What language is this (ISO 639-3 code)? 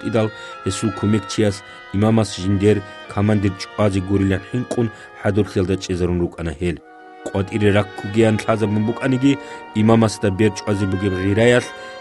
ava